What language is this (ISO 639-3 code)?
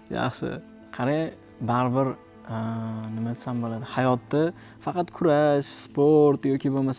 uzb